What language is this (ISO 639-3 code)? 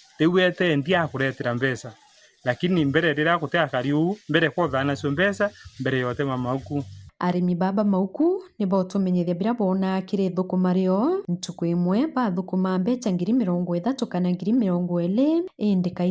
mer